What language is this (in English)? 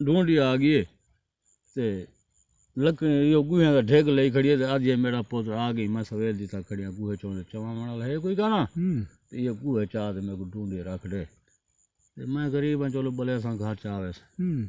Saraiki